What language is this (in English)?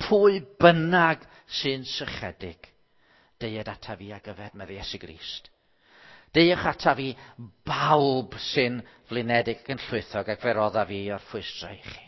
Welsh